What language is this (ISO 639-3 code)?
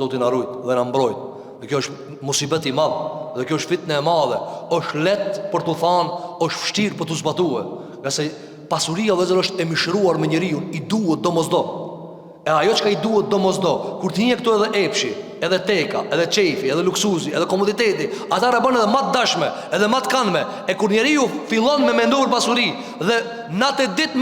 sqi